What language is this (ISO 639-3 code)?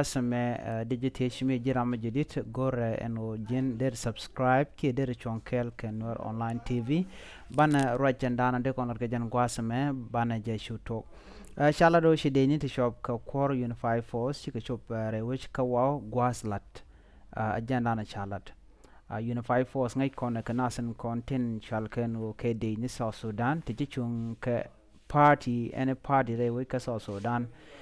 nus